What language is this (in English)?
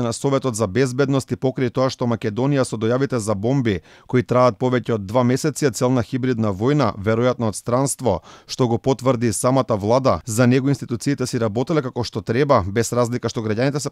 Macedonian